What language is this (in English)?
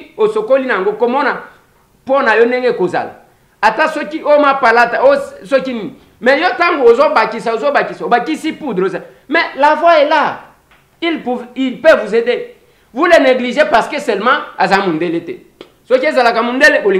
Lingala